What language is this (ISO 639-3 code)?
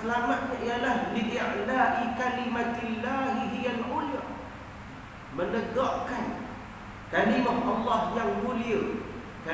msa